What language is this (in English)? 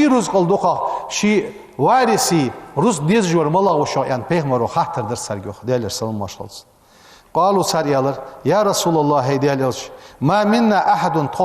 Ingush